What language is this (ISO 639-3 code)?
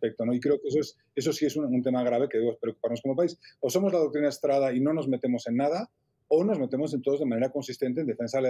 spa